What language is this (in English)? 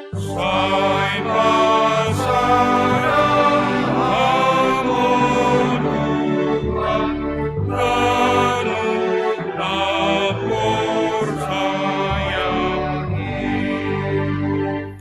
Batak Simalungun